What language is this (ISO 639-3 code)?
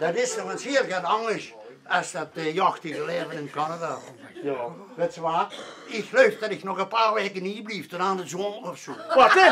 lim